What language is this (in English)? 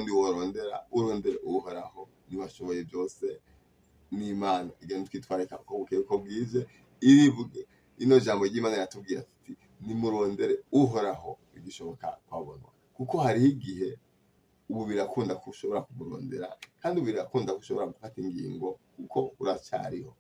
Rundi